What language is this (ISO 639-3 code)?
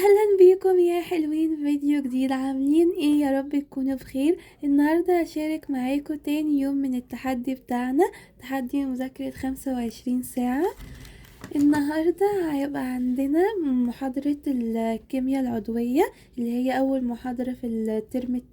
arz